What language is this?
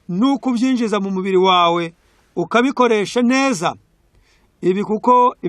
Kinyarwanda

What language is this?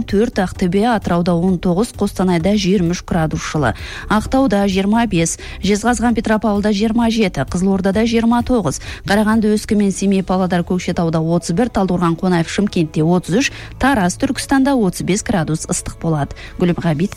Kazakh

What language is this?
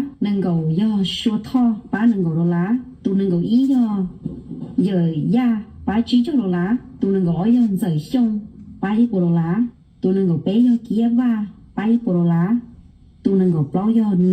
Hmong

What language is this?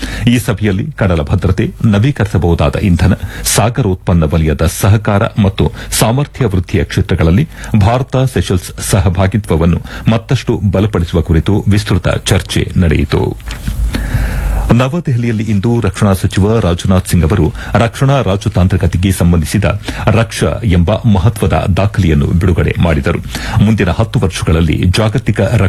Kannada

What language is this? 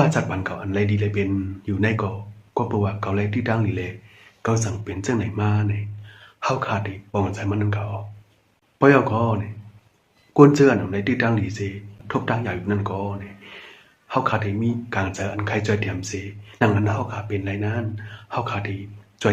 Shan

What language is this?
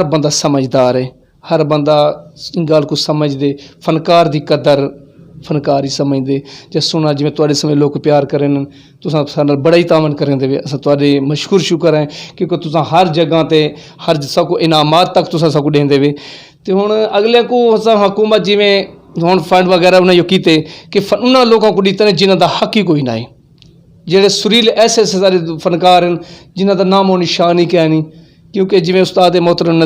Saraiki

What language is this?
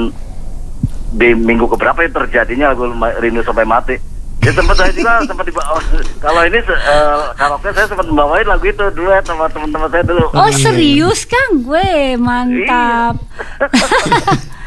Indonesian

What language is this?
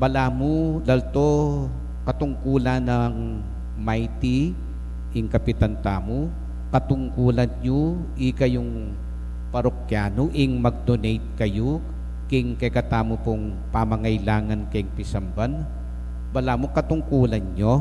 Pampanga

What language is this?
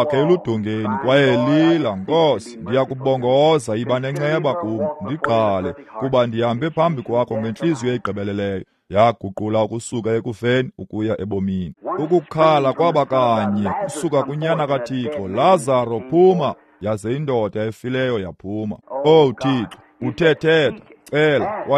Xhosa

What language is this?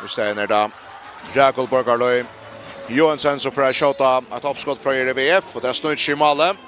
Faroese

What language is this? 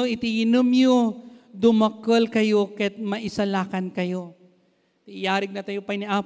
Iloko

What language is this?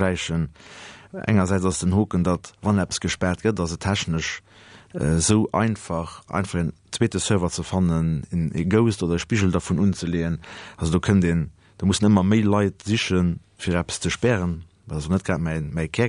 Luxembourgish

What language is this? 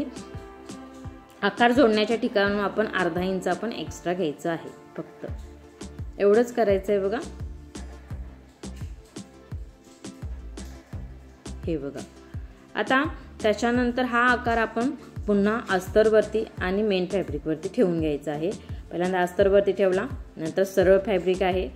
Marathi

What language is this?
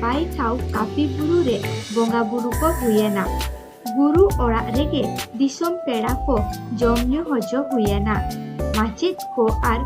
Santali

